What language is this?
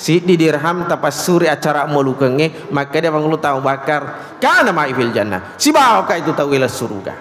Buginese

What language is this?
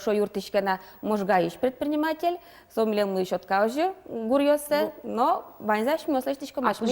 Udmurt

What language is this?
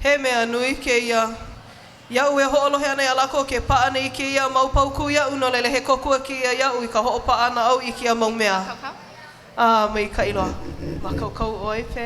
Hawaiian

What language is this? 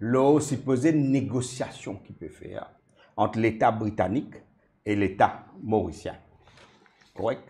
Morisyen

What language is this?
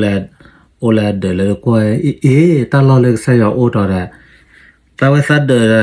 S'gaw Karen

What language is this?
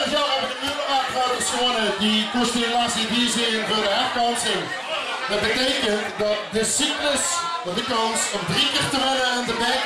Limburgish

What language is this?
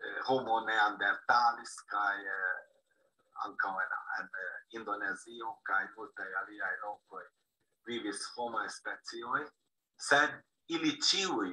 Esperanto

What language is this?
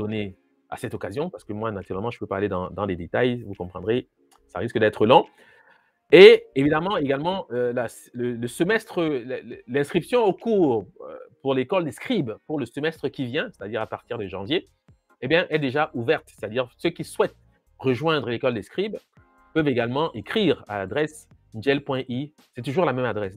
French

